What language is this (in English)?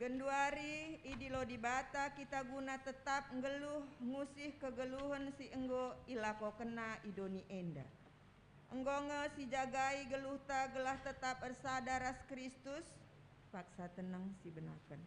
Batak Karo